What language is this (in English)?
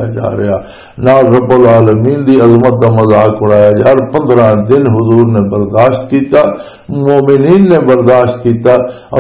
Western Panjabi